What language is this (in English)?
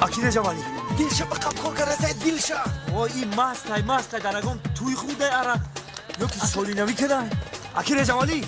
Tajik